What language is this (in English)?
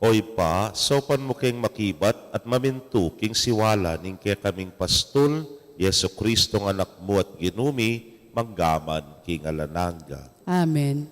Pampanga